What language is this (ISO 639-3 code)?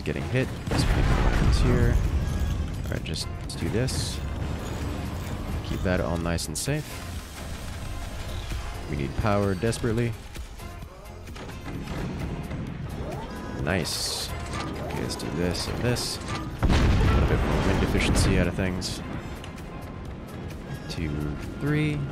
eng